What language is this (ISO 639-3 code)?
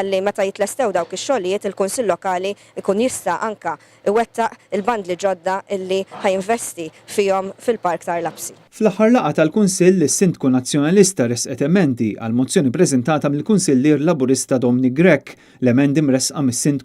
mlt